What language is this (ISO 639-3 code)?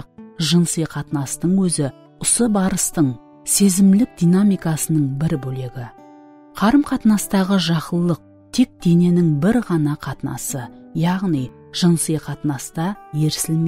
kaa